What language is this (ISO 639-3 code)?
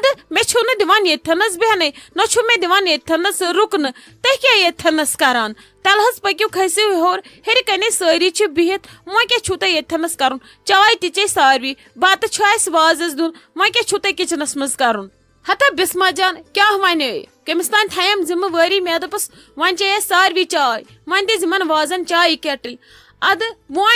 kas